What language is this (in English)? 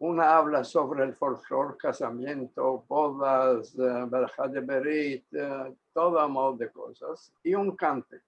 Ladino